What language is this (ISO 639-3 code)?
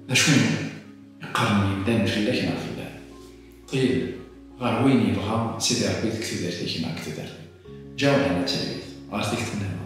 kab